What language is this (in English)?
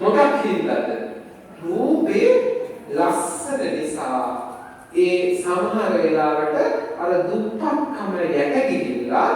Sinhala